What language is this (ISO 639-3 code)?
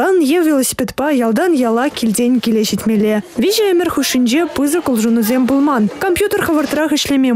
chv